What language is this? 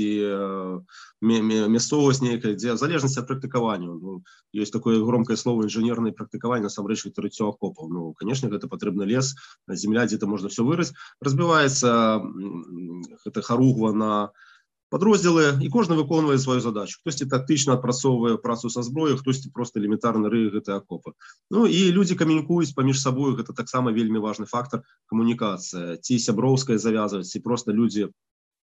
Belarusian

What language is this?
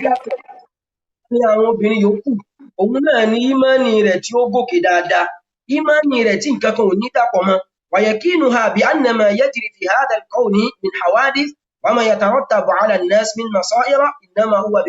Yoruba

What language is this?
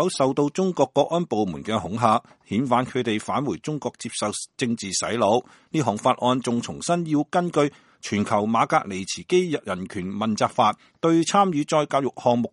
Cantonese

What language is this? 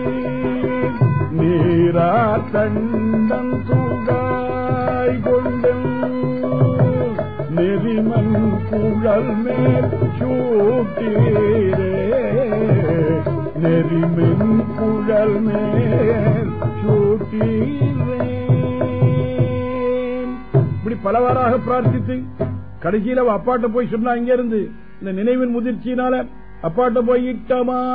Tamil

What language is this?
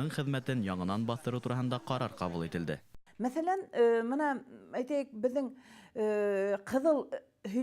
Bashkir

